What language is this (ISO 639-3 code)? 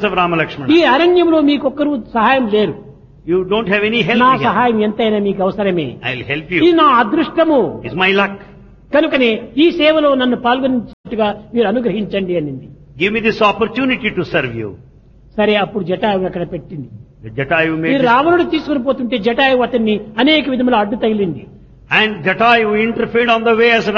tel